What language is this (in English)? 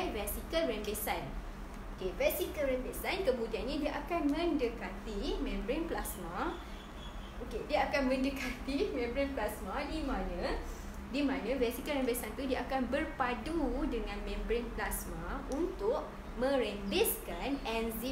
Malay